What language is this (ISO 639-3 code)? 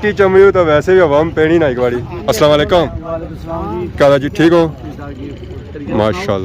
phr